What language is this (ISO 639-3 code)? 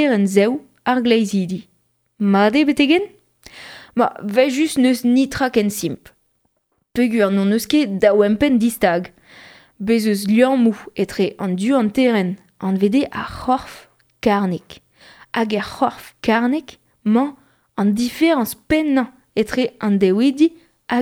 bre